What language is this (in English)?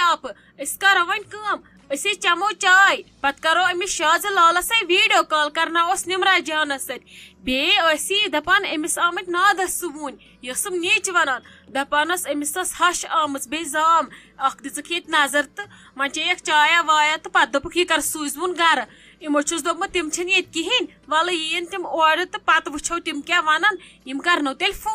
Kashmiri